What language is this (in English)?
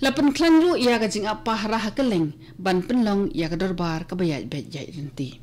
Khasi